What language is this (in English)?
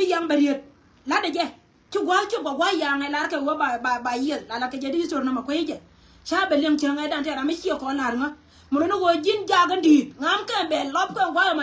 Nuer